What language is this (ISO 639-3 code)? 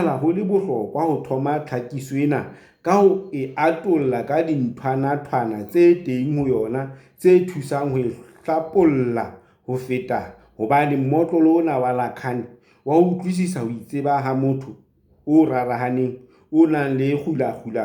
sot